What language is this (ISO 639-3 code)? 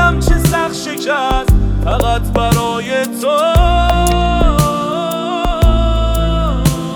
fas